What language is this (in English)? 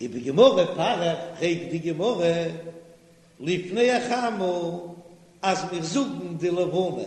Yiddish